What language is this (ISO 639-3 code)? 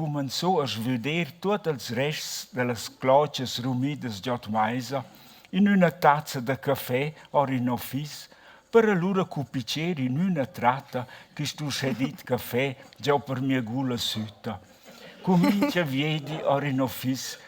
roh